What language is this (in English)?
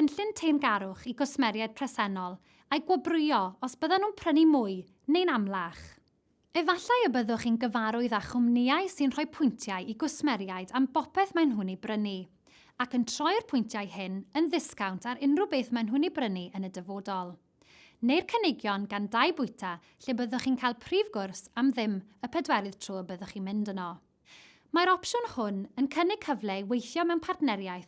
Welsh